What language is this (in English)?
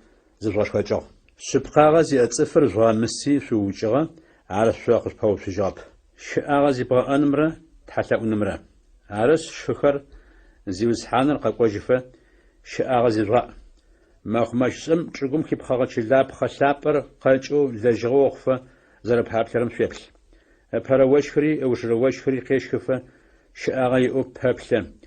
Adyghe